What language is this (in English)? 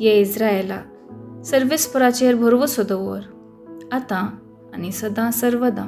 Konkani